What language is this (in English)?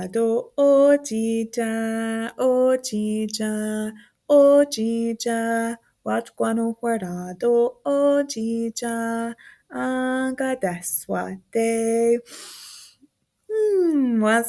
Mohawk